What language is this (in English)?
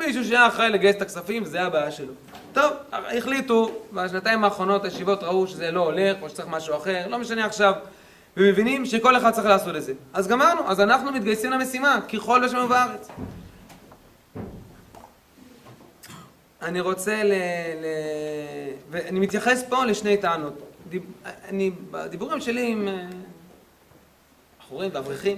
Hebrew